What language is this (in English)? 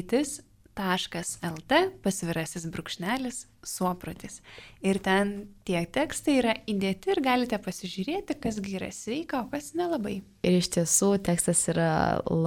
Lithuanian